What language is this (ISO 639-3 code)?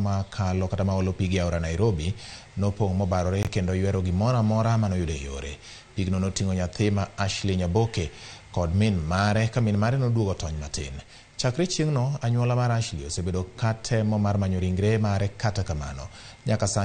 luo